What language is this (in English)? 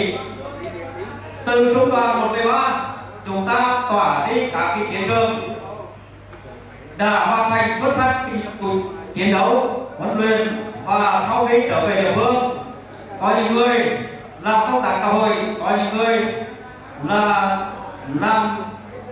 Vietnamese